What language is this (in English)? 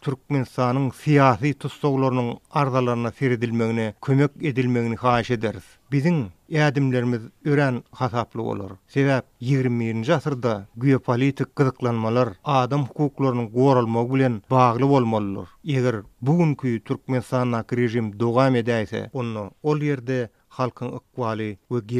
Turkmen